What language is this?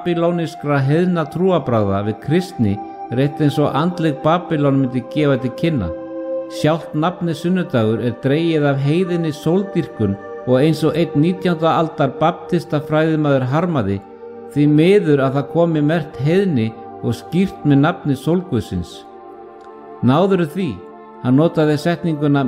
Icelandic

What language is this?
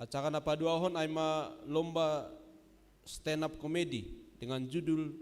Batak Simalungun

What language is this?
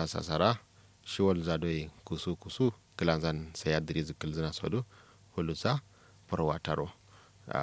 Kanuri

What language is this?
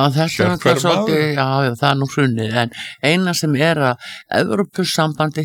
Icelandic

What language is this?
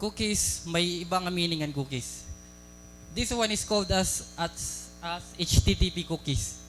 Waray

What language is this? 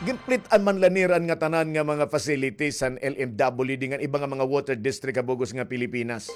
Waray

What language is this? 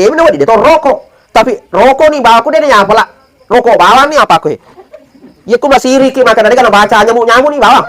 Buginese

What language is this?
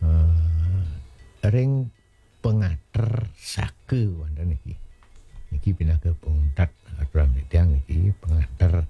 Balinese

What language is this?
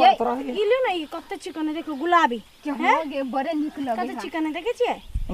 Maithili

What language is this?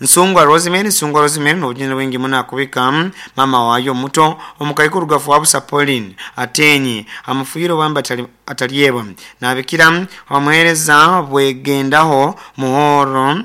Nyankole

